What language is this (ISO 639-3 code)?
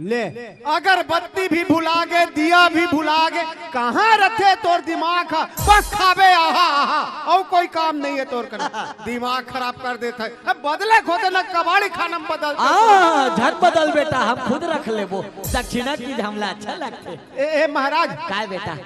hne